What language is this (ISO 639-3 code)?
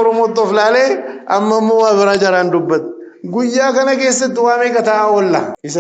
orm